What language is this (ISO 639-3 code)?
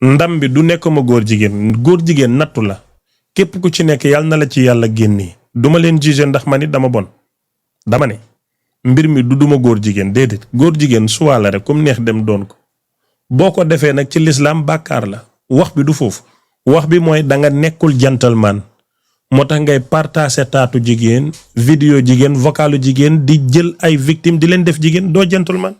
wol